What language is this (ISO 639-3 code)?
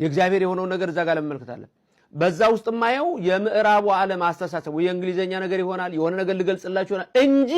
amh